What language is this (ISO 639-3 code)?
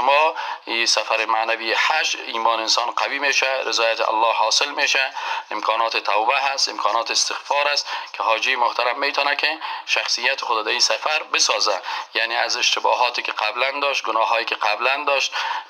fas